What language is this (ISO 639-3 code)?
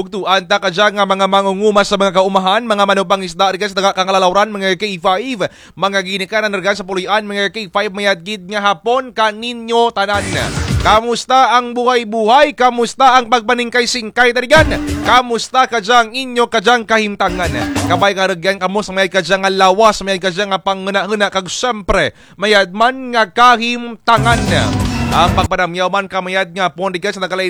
krj